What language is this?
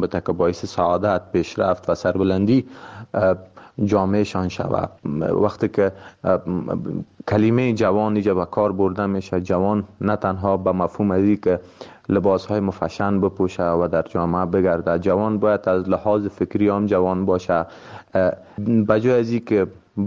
Persian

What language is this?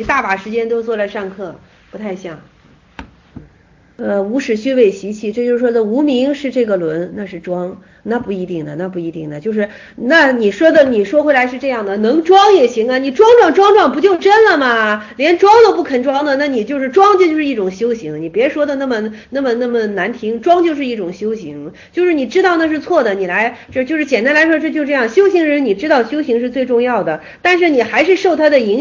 Chinese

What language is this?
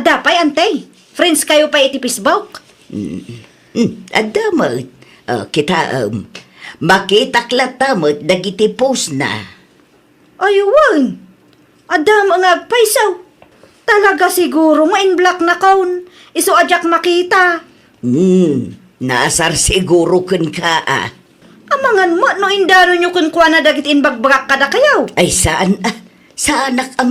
Iloko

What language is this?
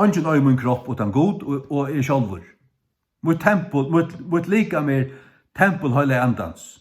Faroese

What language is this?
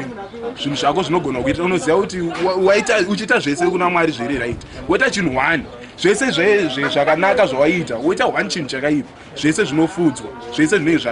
Shona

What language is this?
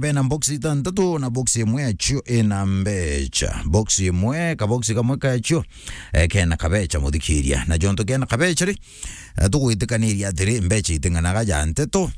Meru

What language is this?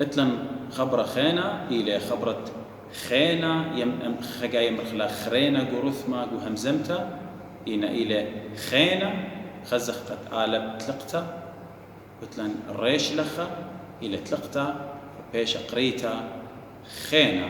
Assyrian Neo-Aramaic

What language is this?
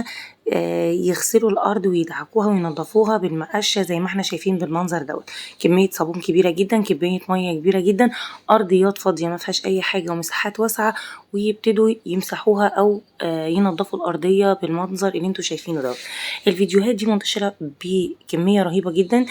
Egyptian Arabic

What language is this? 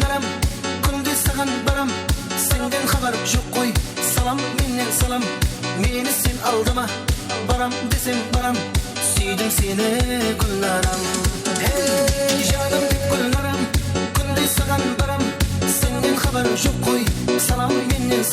Kara-Kalpak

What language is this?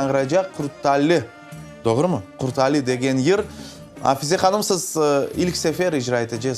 Crimean Tatar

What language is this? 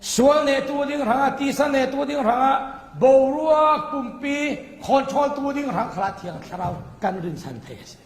Falam Chin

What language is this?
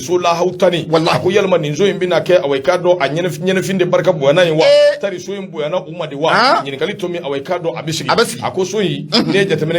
Bambara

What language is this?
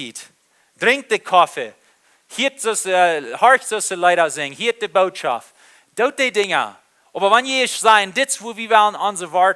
Plautdietsch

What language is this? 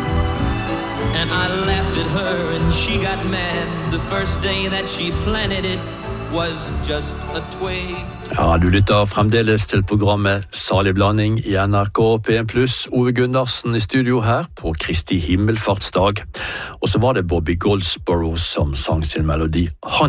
Norwegian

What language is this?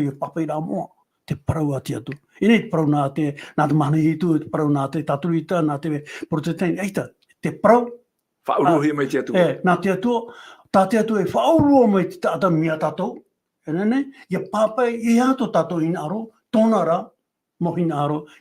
Tahitian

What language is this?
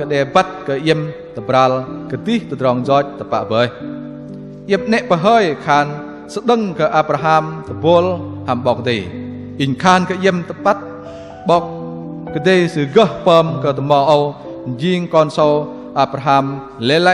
Bahnar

